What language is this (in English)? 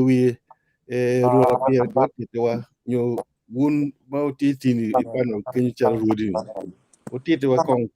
Acoli